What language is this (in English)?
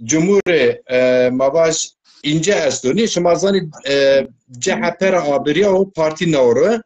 Zaza